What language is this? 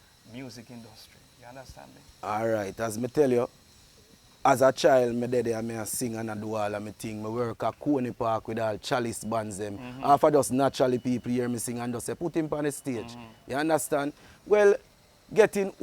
Jamaican Creole English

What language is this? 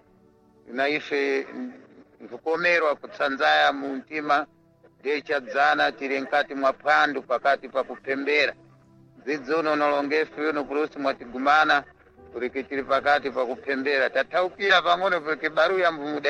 Sena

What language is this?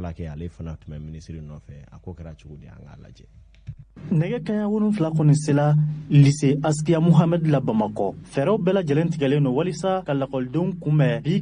Bambara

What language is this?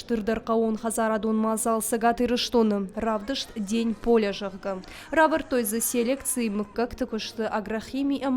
Ossetic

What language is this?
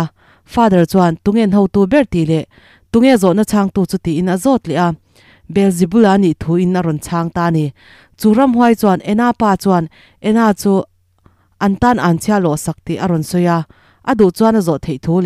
Mizo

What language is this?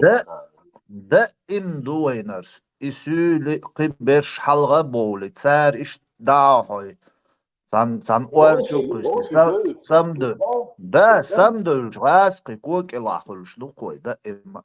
Chechen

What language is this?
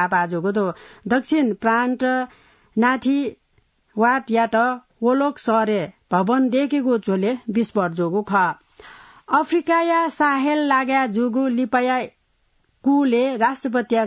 Newari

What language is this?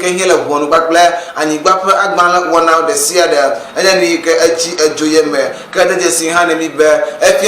Ewe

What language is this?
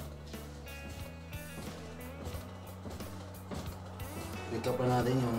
Filipino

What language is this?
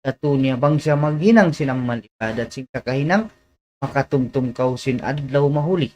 Tausug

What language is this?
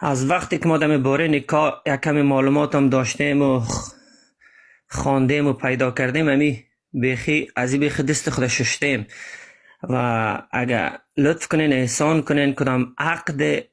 Persian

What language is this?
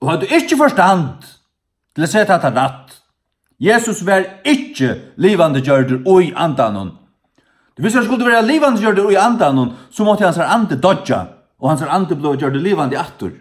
Faroese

